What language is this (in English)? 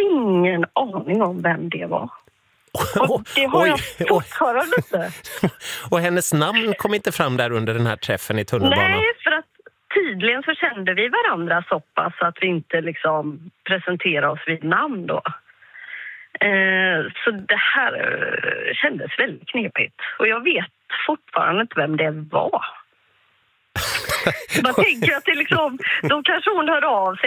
Swedish